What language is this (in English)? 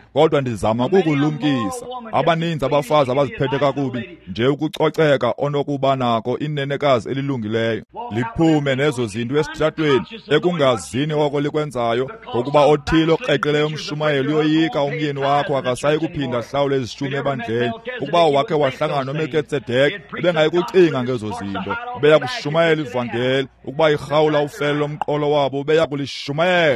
Xhosa